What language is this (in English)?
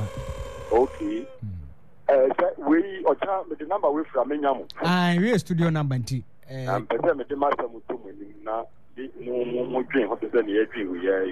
Akan